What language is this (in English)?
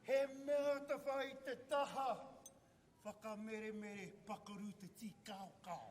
Māori